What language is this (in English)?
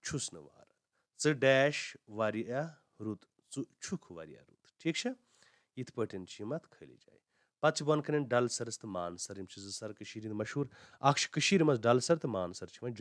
Kashmiri